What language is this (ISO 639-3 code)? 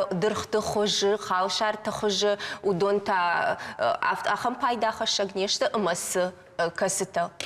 oss